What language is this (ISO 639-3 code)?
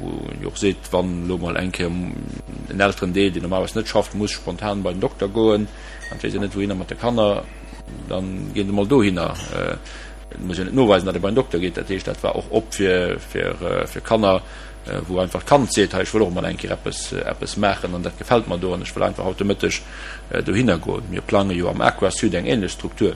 ltz